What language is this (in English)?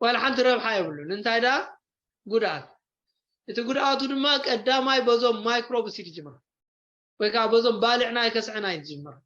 Tigrinya